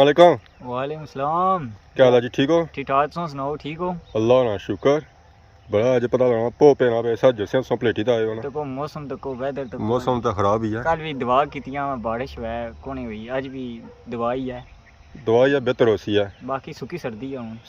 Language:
Pahari-Potwari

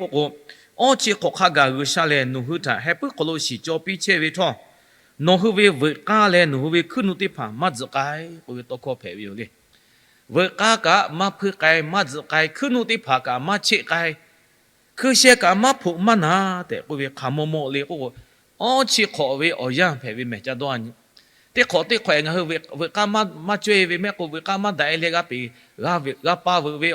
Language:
Lahu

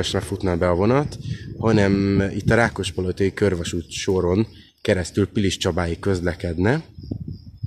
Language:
Hungarian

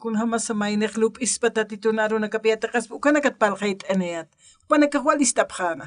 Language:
Aymara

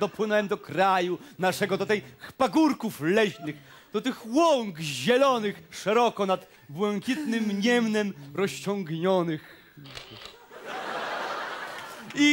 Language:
Polish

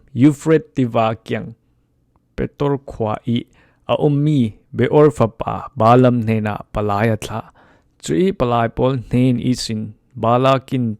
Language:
Falam Chin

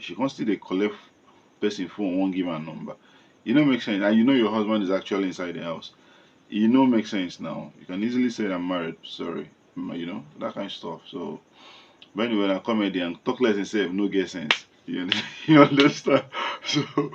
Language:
Nigerian Pidgin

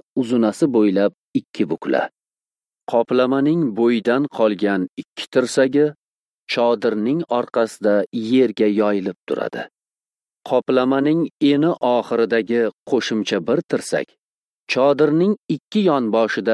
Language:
Uzbek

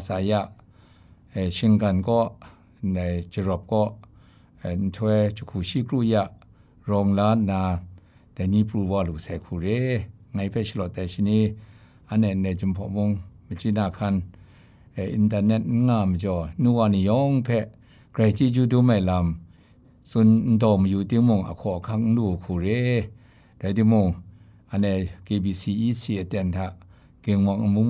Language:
Kachin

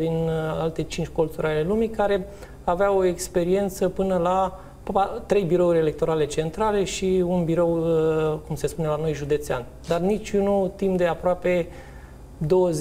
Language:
Romanian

